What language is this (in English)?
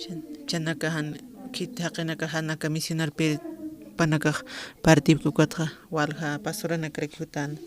Aymara